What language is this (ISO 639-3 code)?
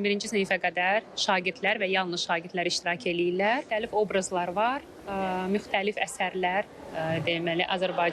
aze